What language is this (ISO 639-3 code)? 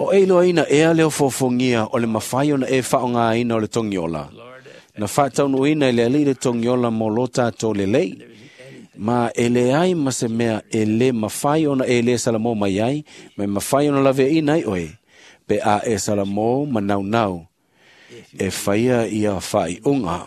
smo